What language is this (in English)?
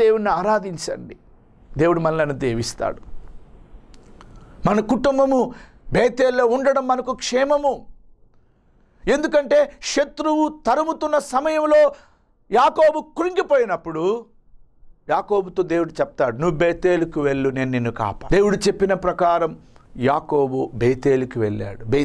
Telugu